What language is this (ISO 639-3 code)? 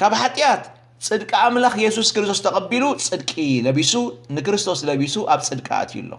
tir